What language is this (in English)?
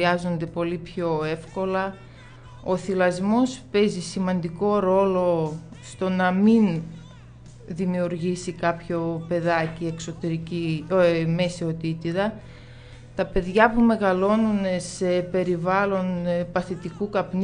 Greek